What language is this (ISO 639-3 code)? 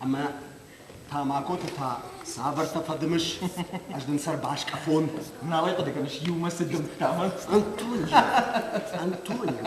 oss